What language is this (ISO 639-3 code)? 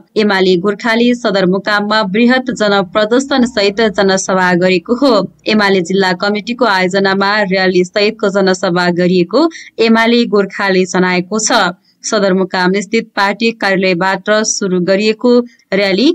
nep